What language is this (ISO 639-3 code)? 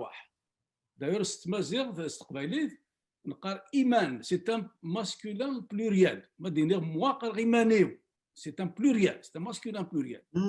kab